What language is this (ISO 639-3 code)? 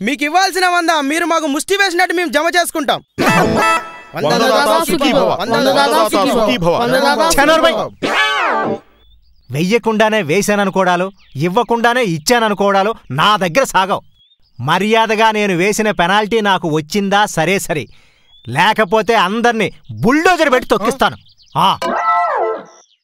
tel